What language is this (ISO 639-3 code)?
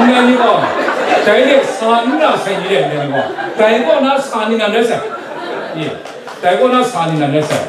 kac